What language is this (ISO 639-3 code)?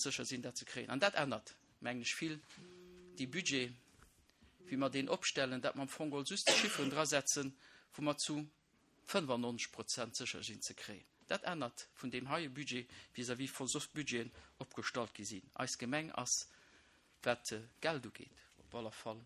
ltz